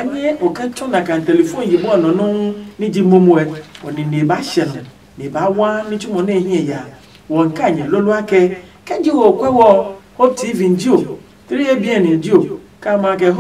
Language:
Adangme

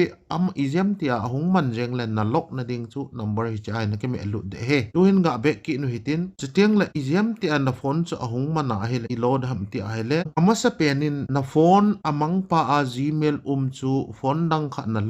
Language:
Thado Chin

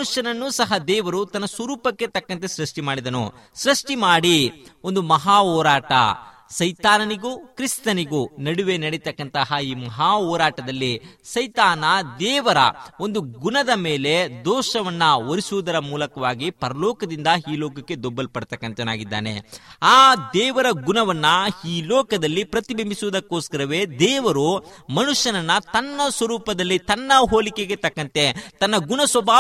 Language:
Kannada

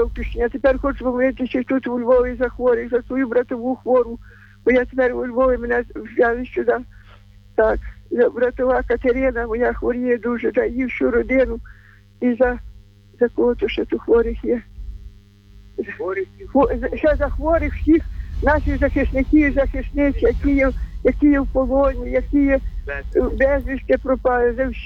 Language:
Ukrainian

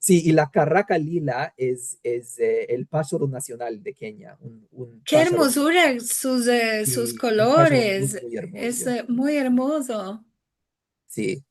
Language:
Ladino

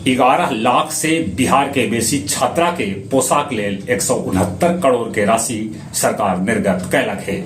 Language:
Magahi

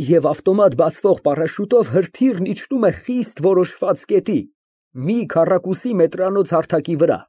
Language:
Armenian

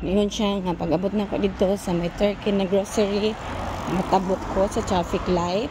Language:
Cebuano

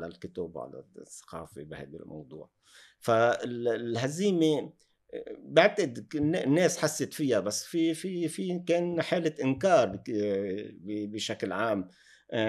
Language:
North Levantine Arabic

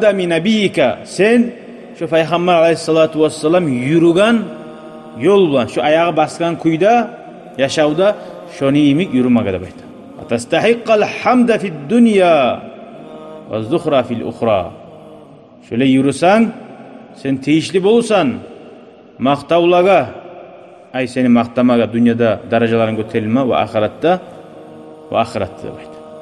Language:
Kumyk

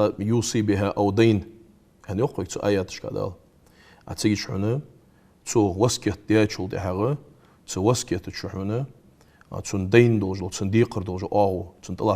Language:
Ingush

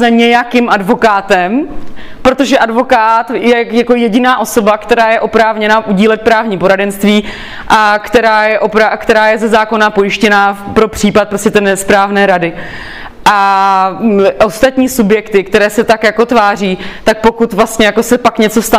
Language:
Czech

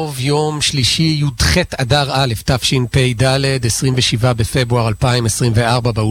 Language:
Hebrew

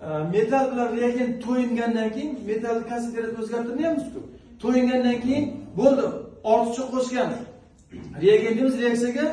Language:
Uzbek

